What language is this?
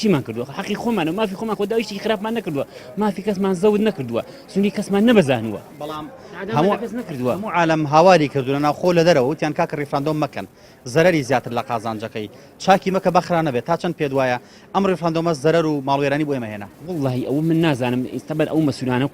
Central Kurdish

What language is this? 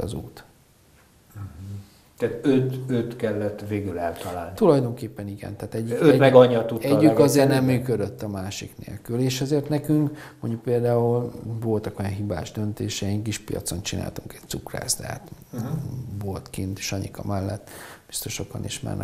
Hungarian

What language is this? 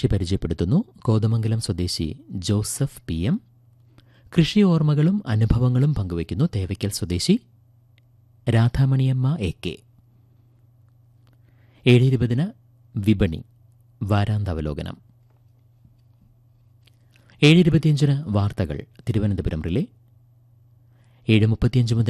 Malayalam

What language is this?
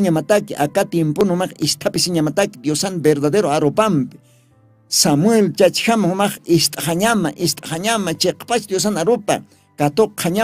Aymara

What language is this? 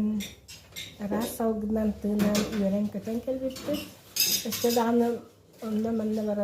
Yakut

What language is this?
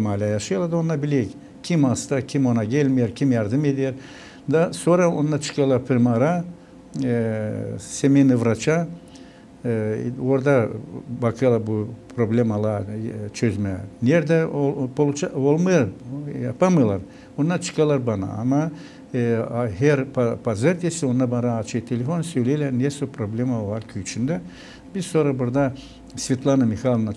Gagauz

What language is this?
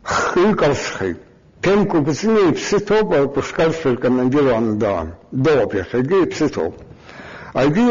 Abkhazian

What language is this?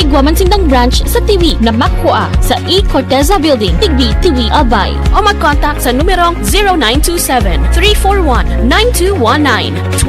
Bikol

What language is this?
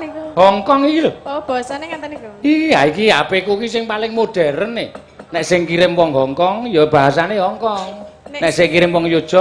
Javanese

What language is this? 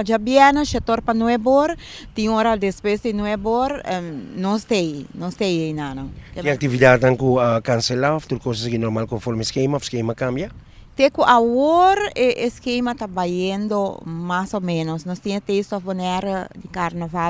Papiamento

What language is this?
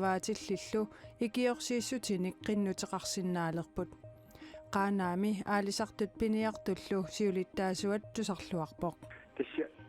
Kalaallisut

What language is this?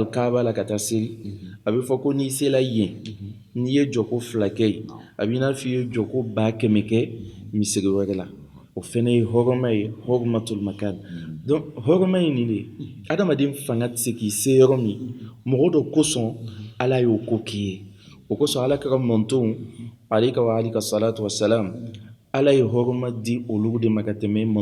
Bambara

